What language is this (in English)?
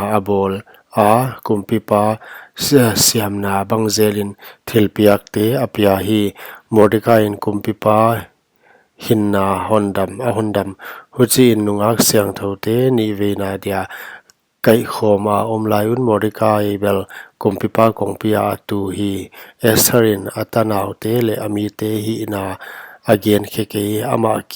Paite Chin